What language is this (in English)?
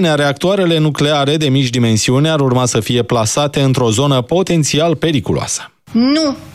Romanian